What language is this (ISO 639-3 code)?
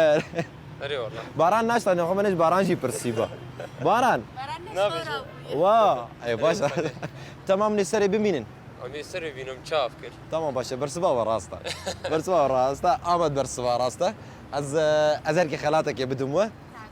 kur